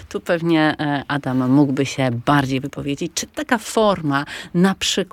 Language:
Polish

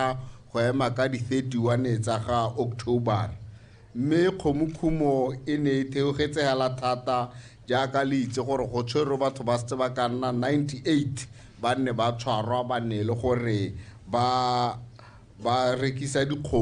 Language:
Tswana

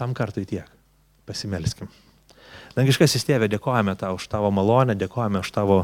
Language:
Lithuanian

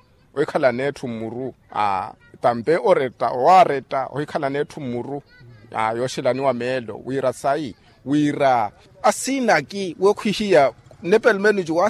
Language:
Makhuwa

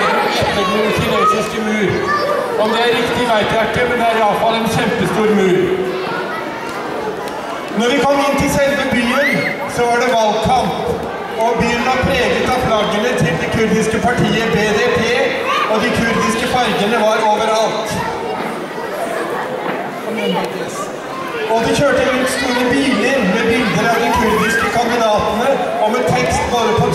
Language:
Norwegian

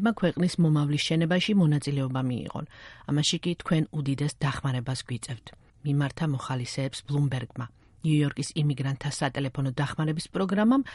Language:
Georgian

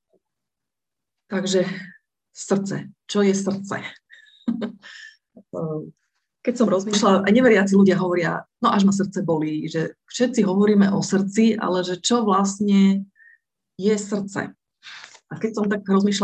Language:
Slovak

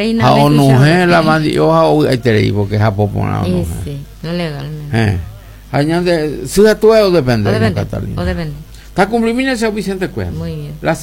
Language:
Guarani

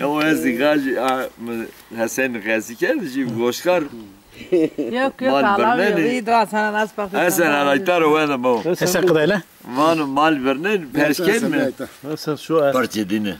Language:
Zaza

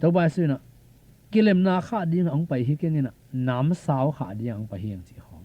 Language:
Tedim Chin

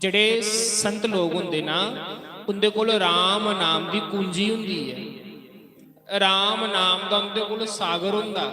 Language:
Dogri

